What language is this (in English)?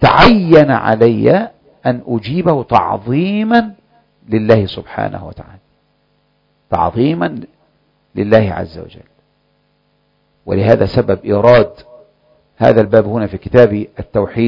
Arabic